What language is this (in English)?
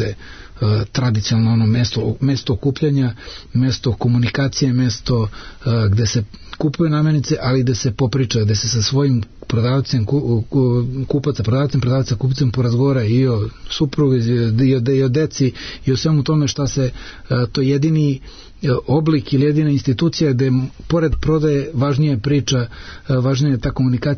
Serbian